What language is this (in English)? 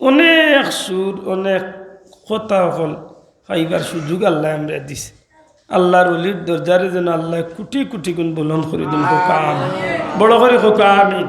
Sylheti